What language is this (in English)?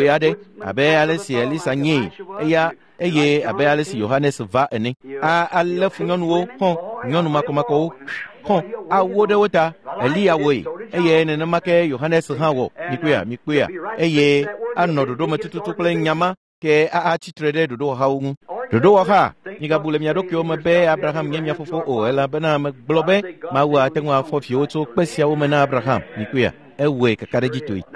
Ewe